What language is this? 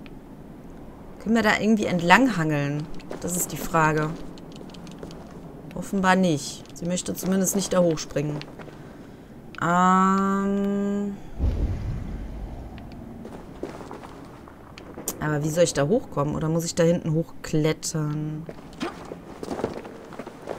German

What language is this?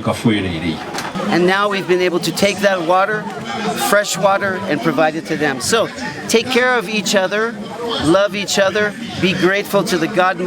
Nyankole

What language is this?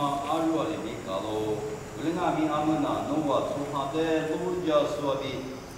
Lisu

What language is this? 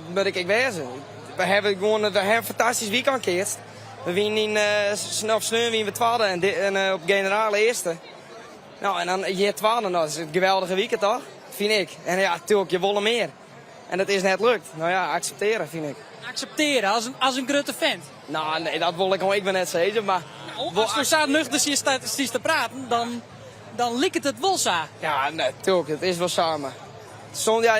Western Frisian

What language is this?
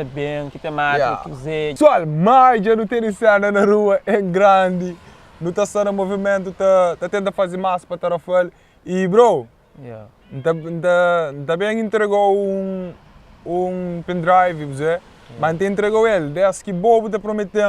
Kabuverdianu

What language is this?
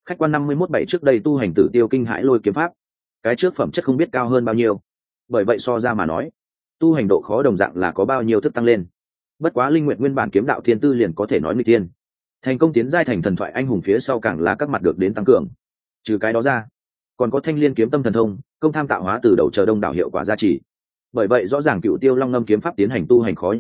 Vietnamese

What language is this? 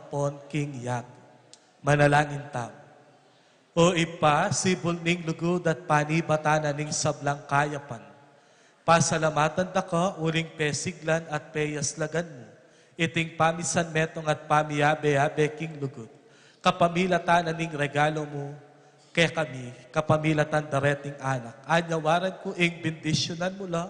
Pampanga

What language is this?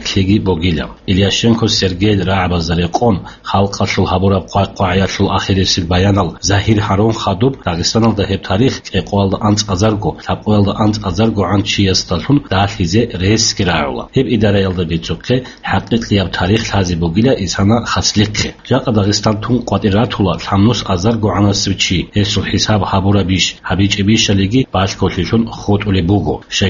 Avaric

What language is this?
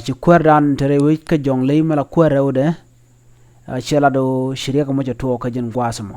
Nuer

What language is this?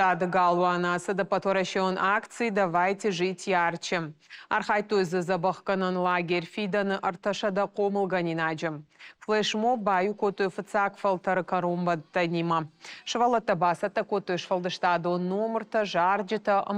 Ossetic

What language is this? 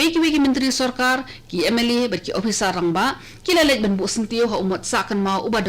Khasi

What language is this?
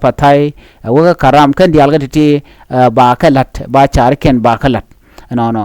Nuer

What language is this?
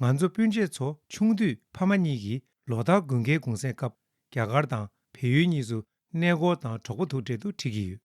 Tibetan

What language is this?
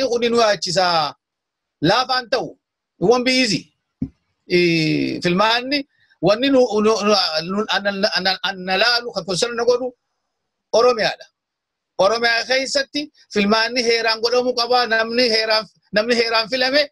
Oromo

